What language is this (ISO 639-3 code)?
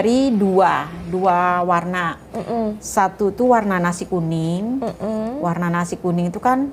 bjn